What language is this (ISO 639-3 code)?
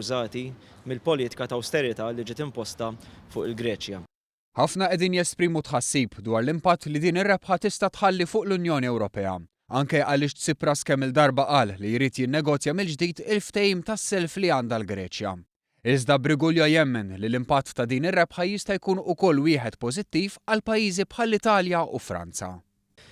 mlt